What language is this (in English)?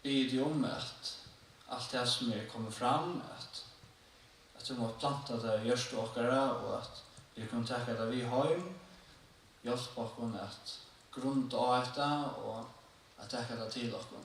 Faroese